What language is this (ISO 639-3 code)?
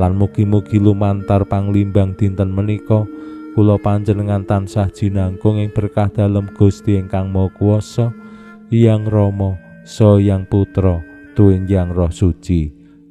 jav